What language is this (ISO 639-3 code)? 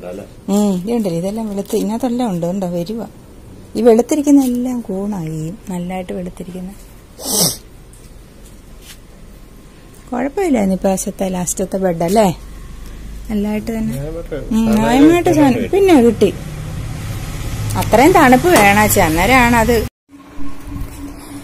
mal